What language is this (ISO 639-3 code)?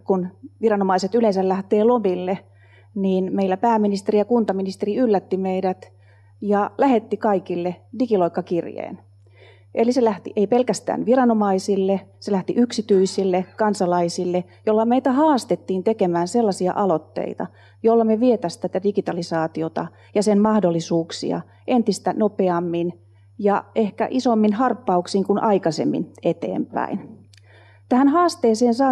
fin